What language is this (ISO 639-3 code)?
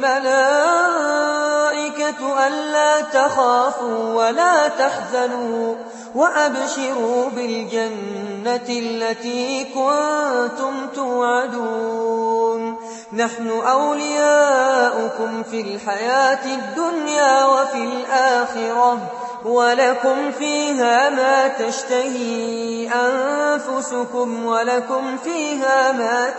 ara